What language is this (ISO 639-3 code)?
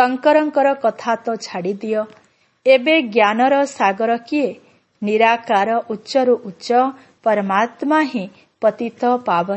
ori